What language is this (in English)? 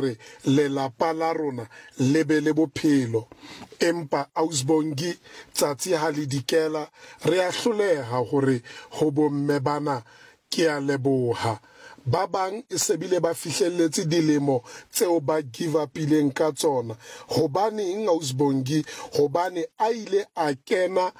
Southern Sotho